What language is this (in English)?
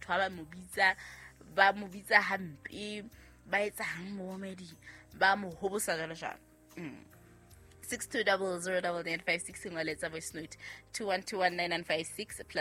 Southern Sotho